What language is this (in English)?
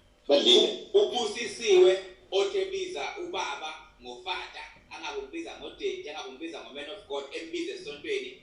Zulu